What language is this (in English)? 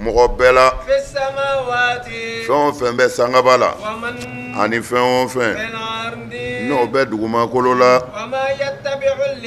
Bambara